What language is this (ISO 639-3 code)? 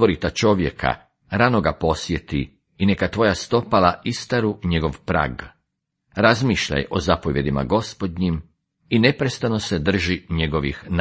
hrv